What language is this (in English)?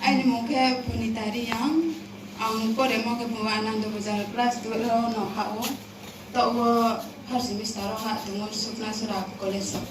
Riang (India)